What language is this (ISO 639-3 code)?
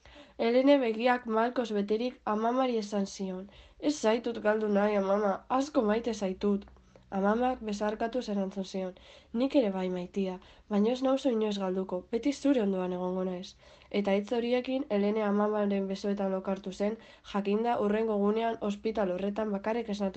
eus